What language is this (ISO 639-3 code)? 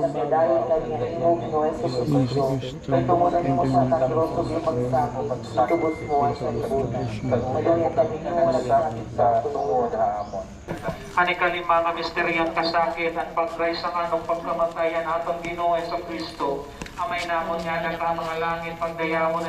war